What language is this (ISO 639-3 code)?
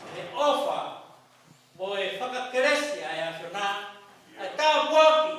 ton